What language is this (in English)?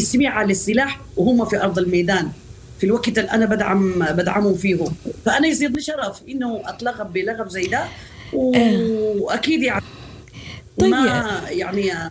Sudanese Arabic